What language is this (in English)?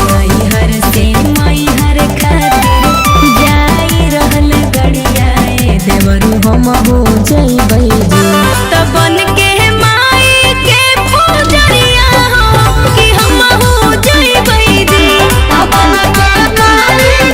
Magahi